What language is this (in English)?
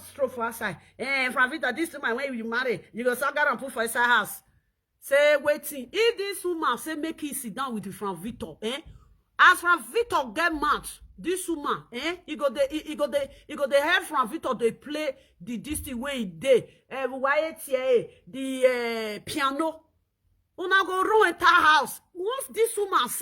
Nigerian Pidgin